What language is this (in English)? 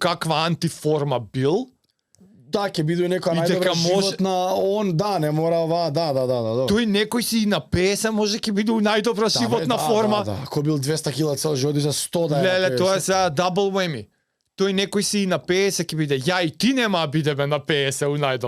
Macedonian